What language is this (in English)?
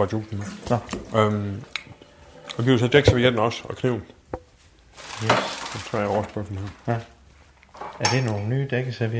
Danish